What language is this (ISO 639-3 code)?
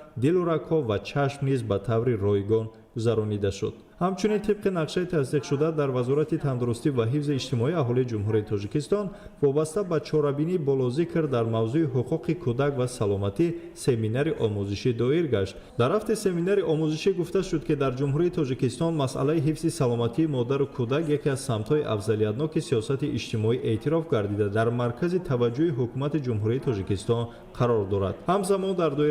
tgk